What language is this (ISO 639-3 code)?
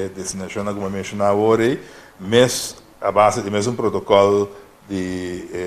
pap